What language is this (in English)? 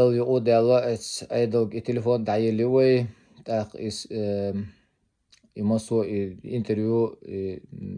Chechen